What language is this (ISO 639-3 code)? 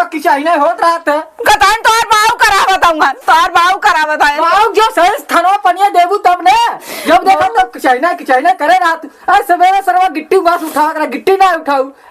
awa